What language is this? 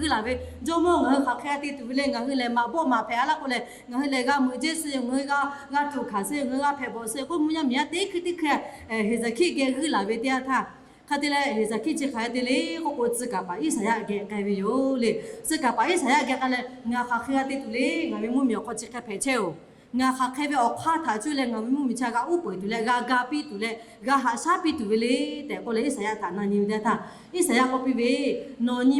Lahu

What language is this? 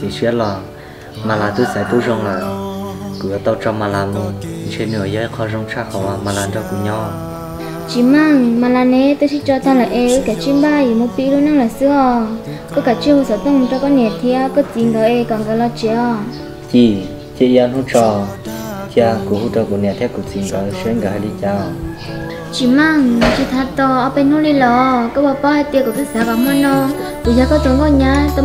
Vietnamese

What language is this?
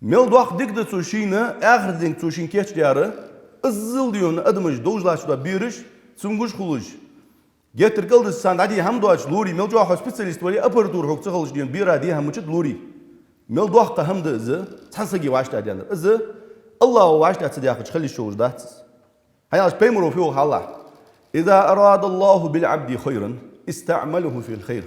Ingush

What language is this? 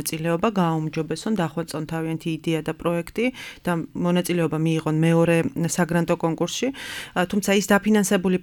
Georgian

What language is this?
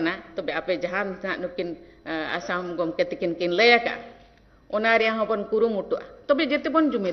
Santali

